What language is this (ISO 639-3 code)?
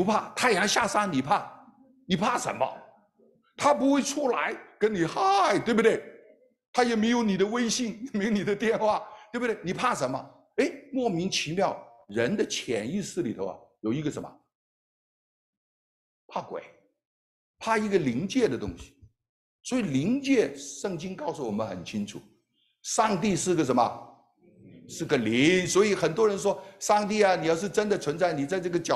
zho